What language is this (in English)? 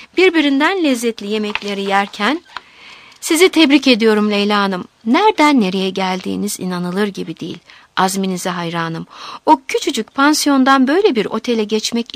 Turkish